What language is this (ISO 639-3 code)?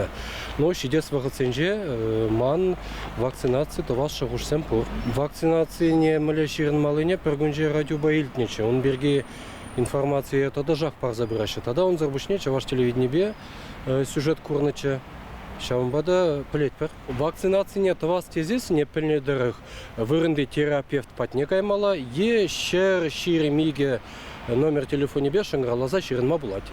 chv